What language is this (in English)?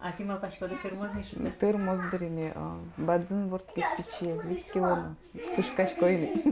Udmurt